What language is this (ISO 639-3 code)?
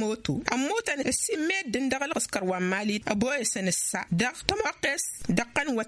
taq